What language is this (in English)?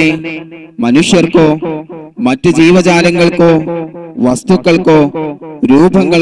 Malayalam